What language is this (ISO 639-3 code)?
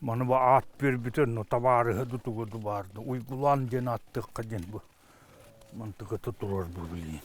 sah